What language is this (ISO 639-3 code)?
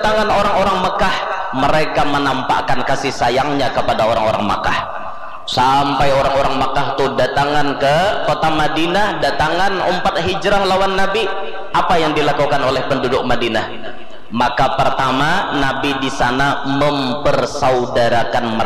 bjn